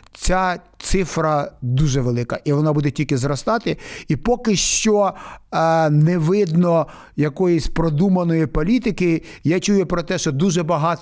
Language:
Ukrainian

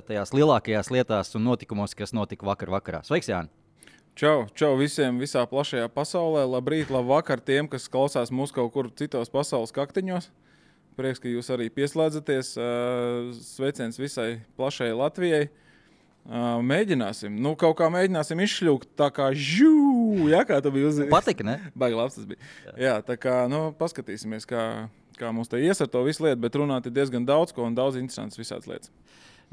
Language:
Latvian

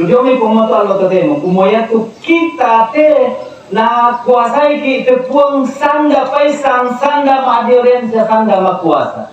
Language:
Toraja-Sa'dan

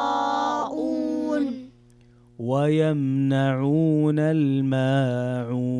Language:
Najdi Arabic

